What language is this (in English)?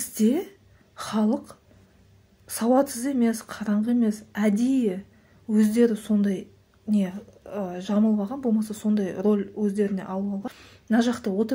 Kazakh